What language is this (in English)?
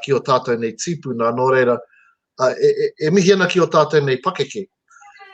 Māori